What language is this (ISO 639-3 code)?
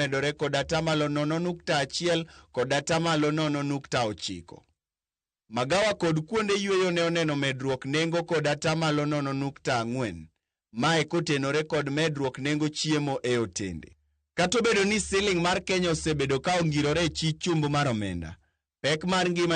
luo